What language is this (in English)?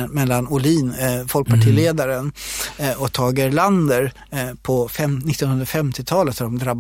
Swedish